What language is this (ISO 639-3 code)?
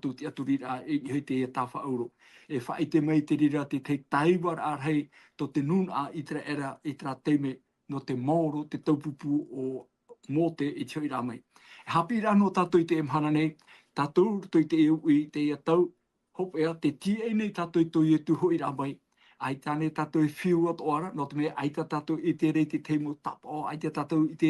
tah